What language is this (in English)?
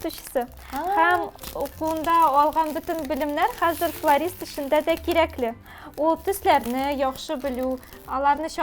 Tatar